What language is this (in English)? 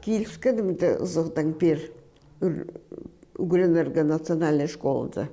Khakas